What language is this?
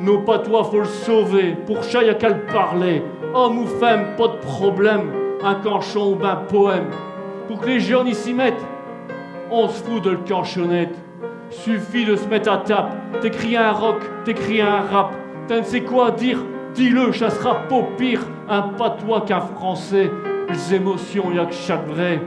Picard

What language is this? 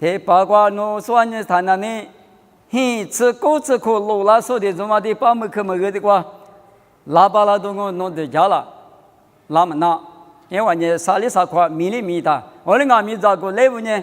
Lisu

